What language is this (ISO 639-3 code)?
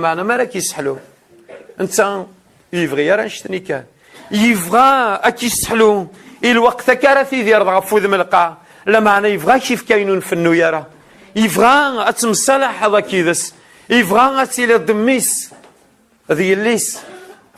kab